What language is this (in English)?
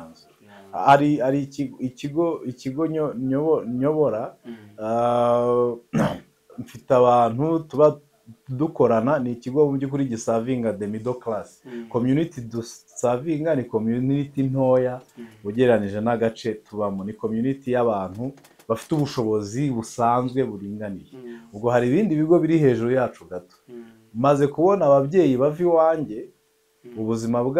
Kinyarwanda